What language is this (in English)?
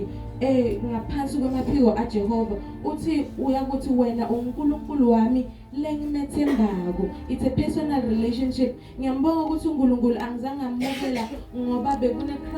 Zulu